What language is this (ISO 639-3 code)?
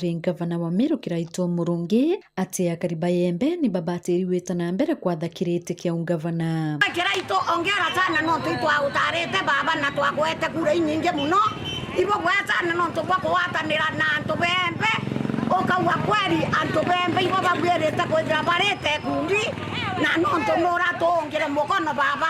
mer